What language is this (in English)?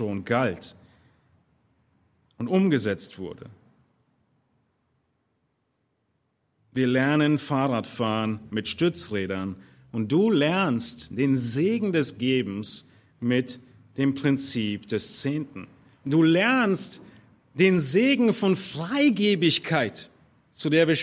German